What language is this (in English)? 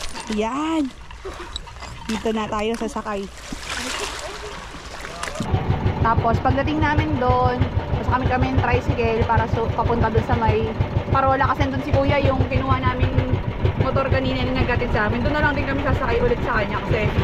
Filipino